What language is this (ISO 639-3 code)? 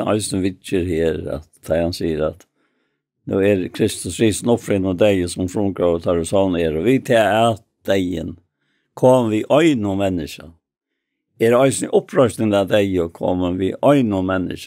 fao